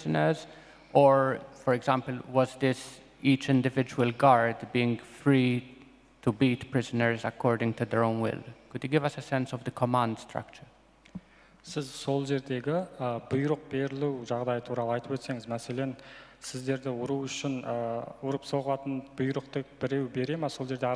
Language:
Uyghur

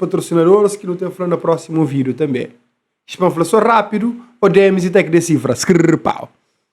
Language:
Kabuverdianu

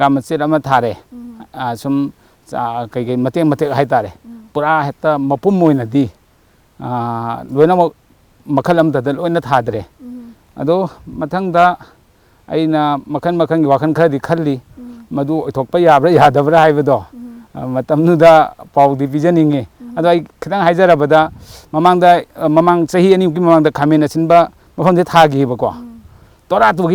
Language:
Manipuri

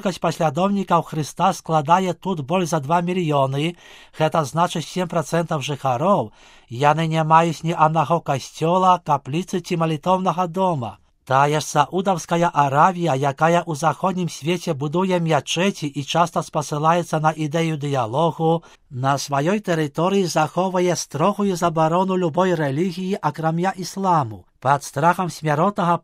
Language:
Belarusian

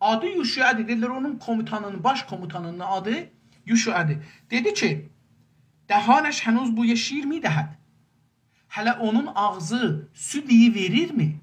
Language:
South Azerbaijani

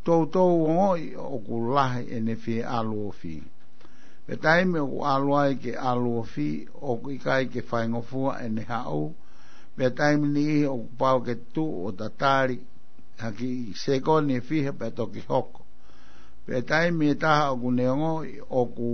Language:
Tongan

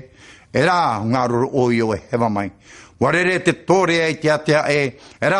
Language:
Tahitian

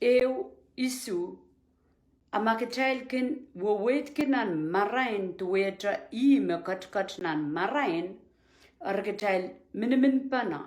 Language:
Pohnpeian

